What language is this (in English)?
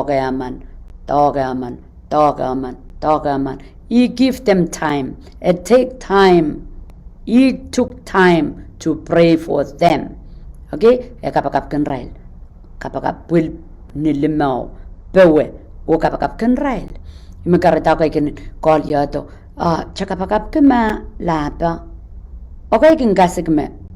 Pohnpeian